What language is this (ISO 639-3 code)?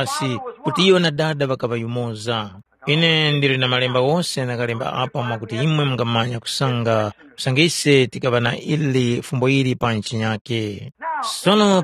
tum